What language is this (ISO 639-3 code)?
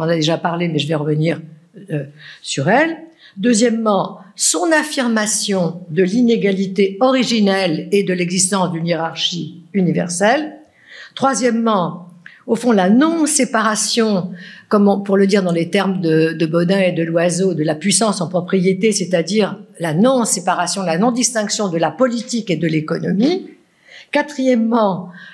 fra